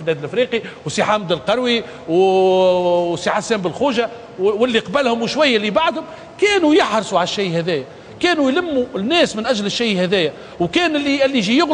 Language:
Tunisian Arabic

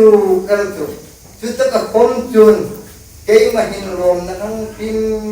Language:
Hmar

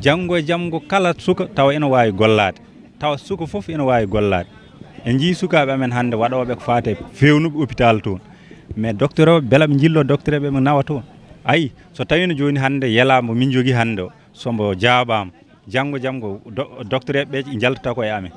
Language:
Fula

